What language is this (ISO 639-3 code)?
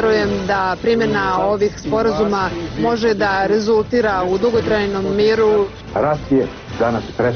bos